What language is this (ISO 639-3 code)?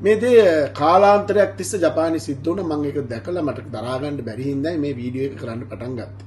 sin